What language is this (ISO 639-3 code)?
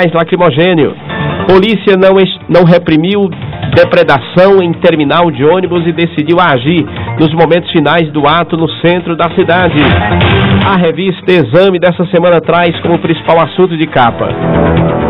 por